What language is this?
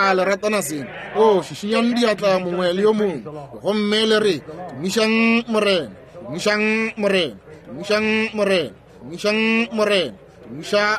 Northern Sotho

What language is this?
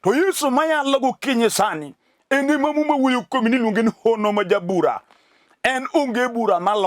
Luo (Kenya and Tanzania)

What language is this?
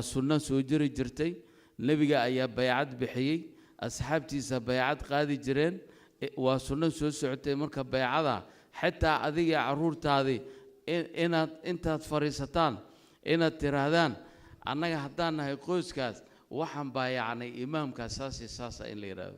Somali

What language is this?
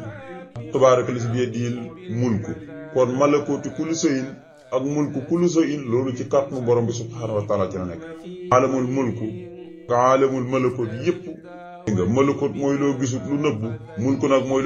Wolof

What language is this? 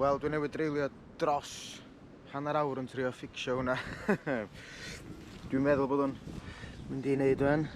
Welsh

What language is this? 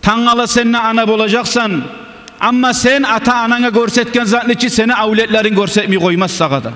Kumyk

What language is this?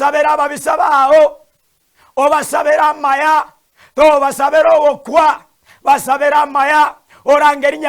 Gusii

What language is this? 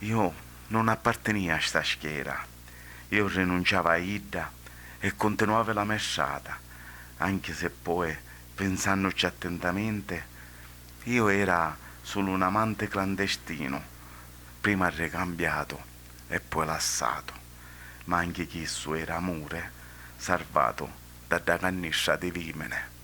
Sicilian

